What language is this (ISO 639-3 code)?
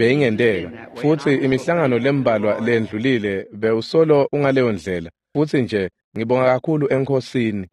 ssw